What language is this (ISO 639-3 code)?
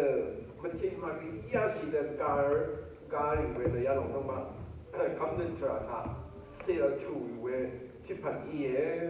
raw